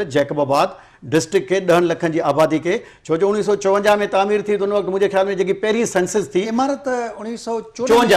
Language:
Sindhi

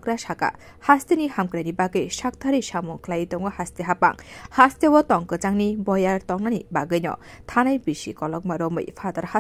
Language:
Kok Borok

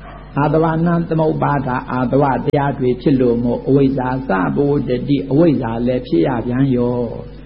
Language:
Burmese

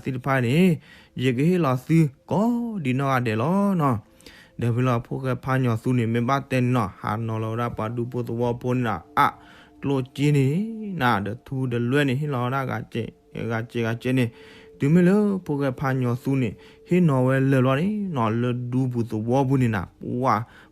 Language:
S'gaw Karen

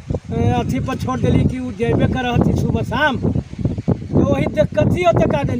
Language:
Magahi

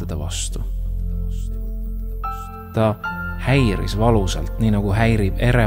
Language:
Estonian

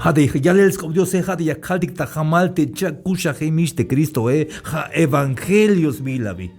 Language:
Tzeltal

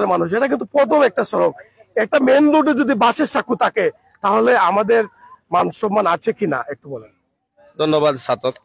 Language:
Bangla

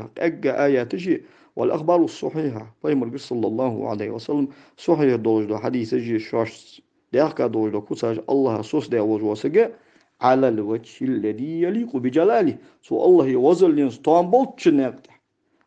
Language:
Ingush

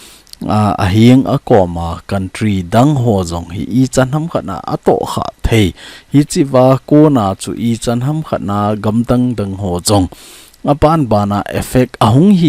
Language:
Thado Chin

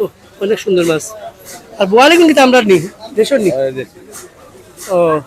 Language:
Sylheti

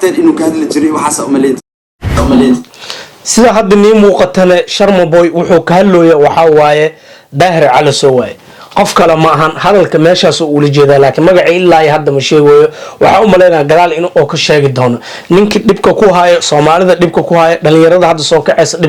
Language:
Somali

